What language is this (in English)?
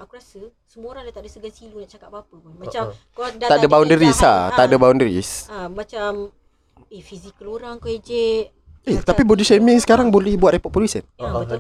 Malay